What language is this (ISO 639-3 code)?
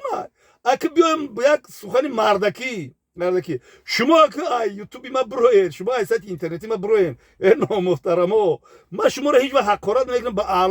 tgk